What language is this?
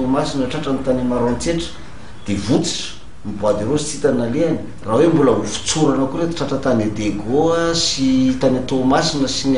Malagasy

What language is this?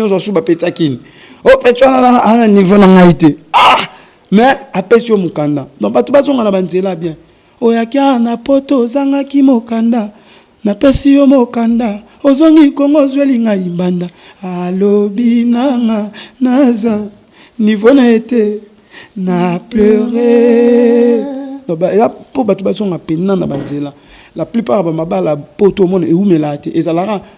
Lingala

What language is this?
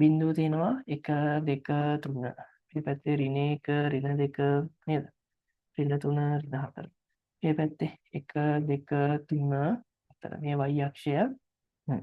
Sinhala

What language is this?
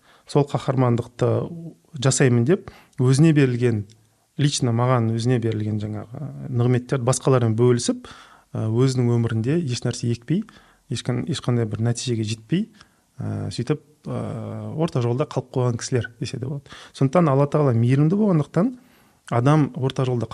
Kazakh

